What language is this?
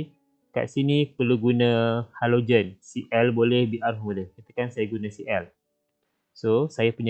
Malay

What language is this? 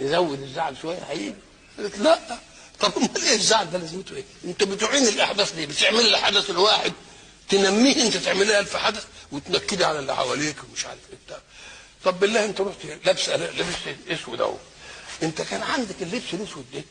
Egyptian Arabic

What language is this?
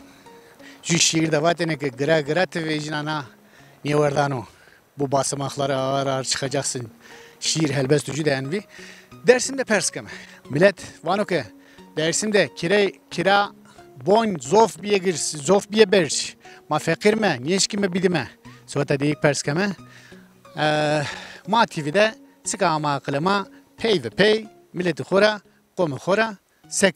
Zaza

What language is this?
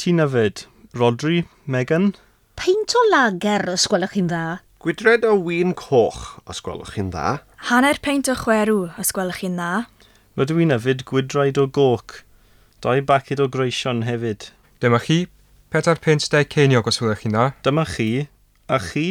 Welsh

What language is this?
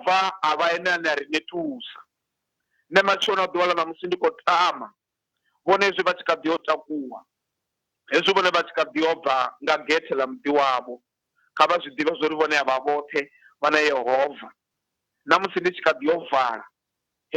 Venda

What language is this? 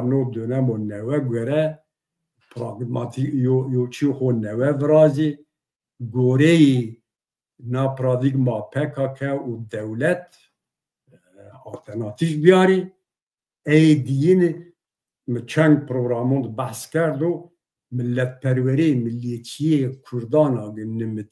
Zaza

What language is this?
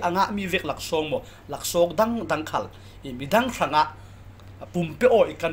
Falam Chin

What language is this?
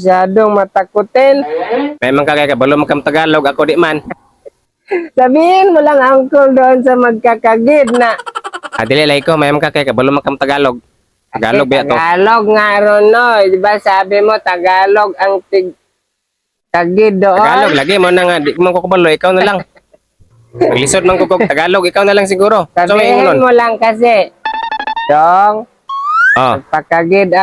Cebuano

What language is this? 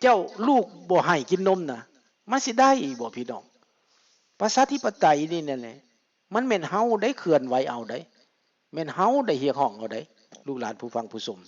Lao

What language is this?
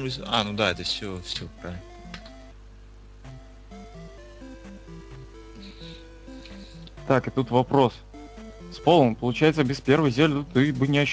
Russian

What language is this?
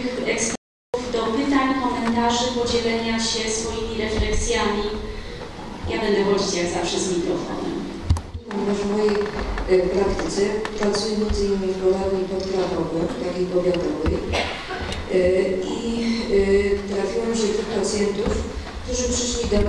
Polish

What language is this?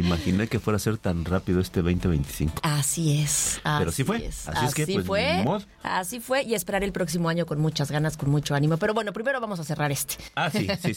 Spanish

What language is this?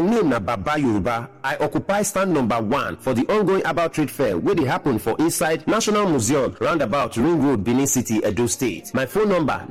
Nigerian Pidgin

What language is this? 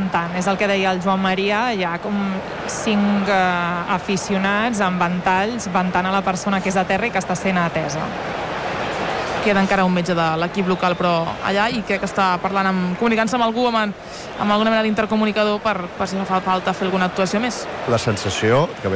Catalan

